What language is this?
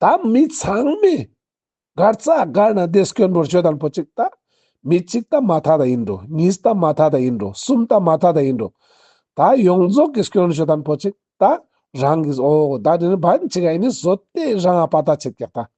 Ladakhi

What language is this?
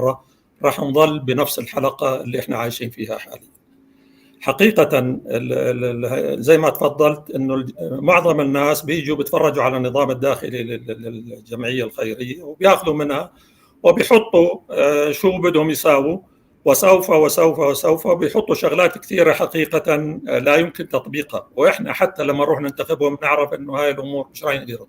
North Levantine Arabic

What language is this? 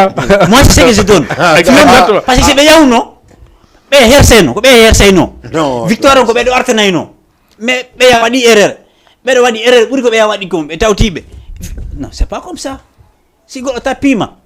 Fula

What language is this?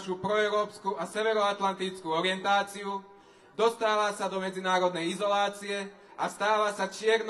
Slovak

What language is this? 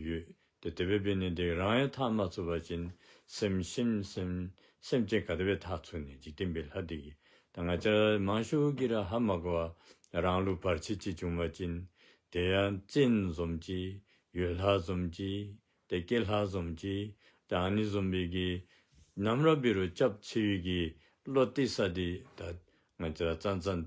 Dzongkha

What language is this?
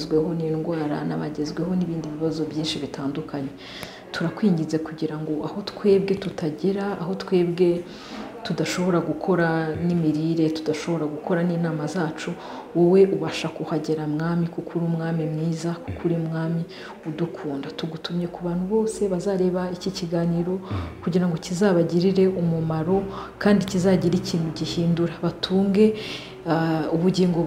Kinyarwanda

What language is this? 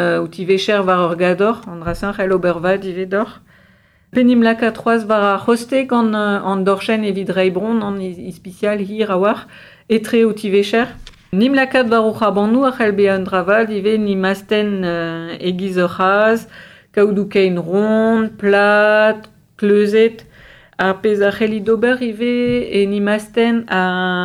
Breton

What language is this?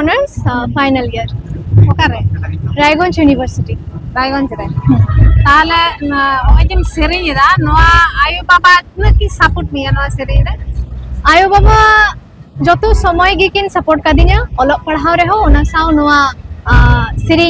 Santali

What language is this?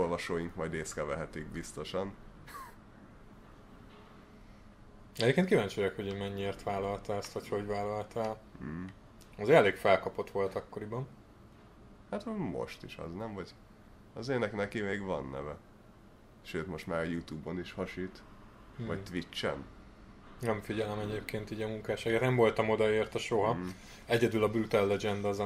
Hungarian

